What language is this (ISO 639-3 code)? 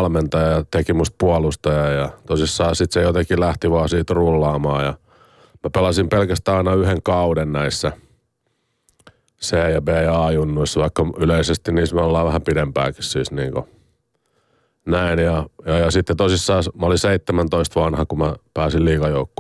fin